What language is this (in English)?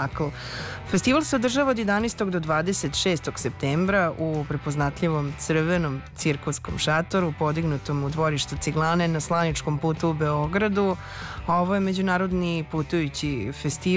Serbian